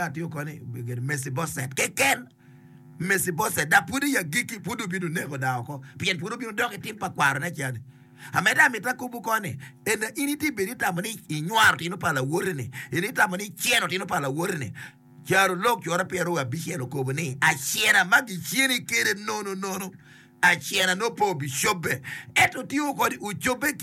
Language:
Acoli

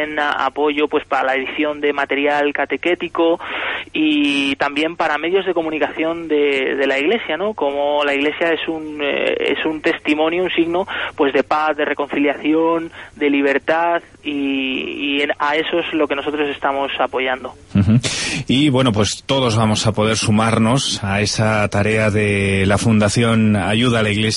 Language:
Spanish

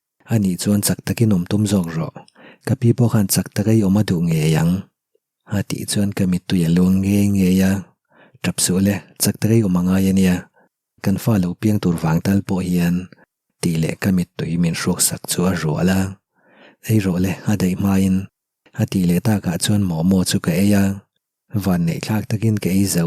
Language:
Mizo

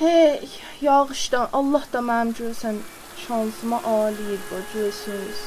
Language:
South Azerbaijani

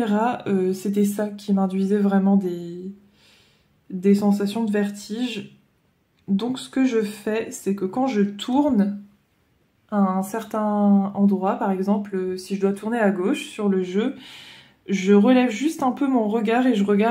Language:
French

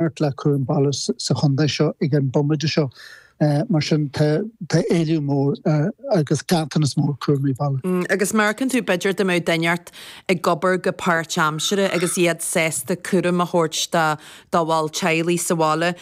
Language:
Irish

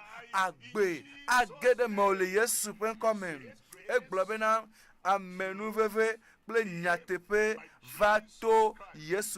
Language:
Ewe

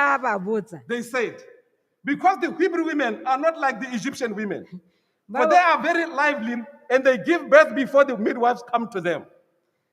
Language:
Tswana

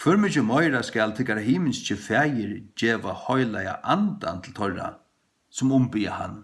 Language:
Faroese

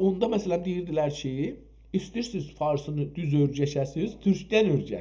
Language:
South Azerbaijani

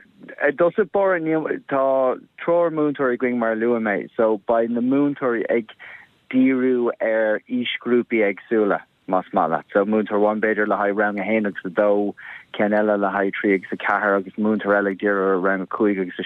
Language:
Irish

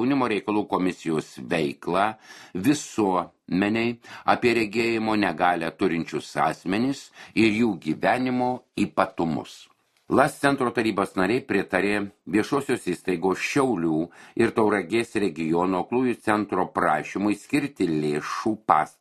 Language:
Lithuanian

